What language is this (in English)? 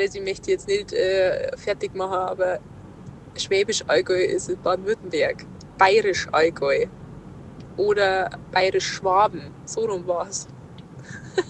Bavarian